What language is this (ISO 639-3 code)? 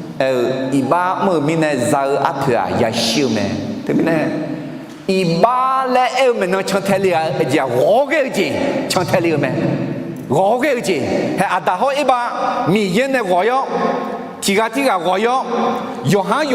ahk